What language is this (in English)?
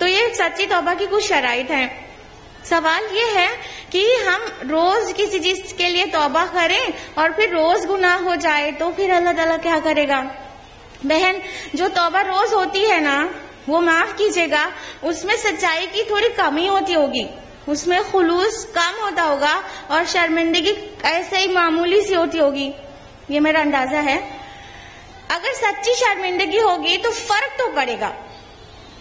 Urdu